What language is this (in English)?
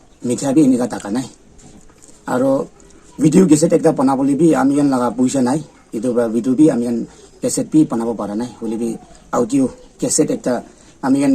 Naga Pidgin